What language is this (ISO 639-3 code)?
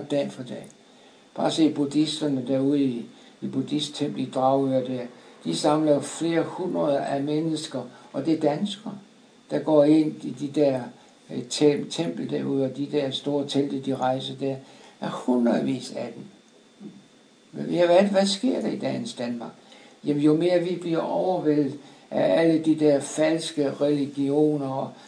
dan